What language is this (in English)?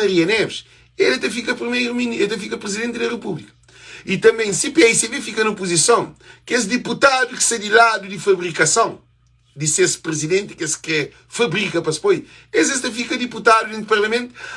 Kabuverdianu